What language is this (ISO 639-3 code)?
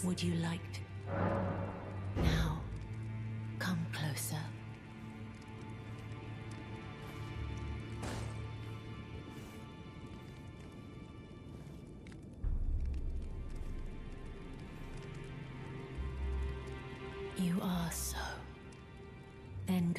eng